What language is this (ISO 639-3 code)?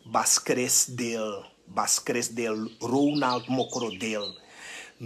srn